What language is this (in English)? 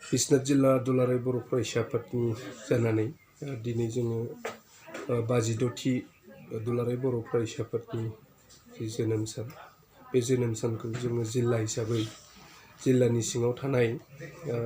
Bodo